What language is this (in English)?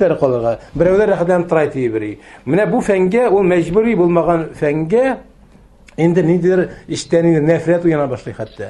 Tatar